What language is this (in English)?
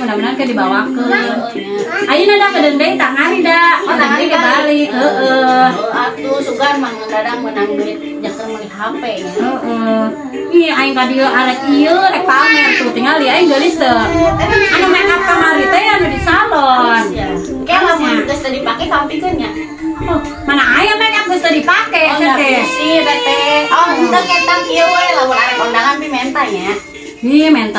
Sundanese